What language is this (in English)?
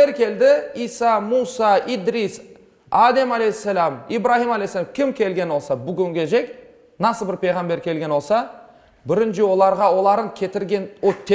Crimean Tatar